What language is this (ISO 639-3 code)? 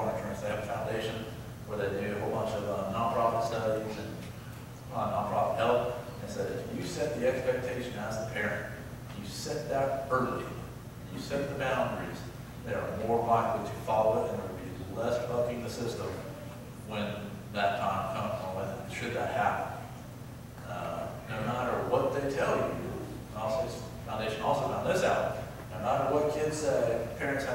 eng